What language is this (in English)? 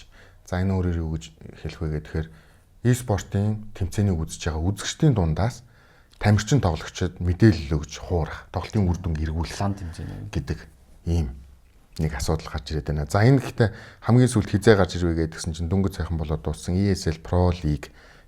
Mongolian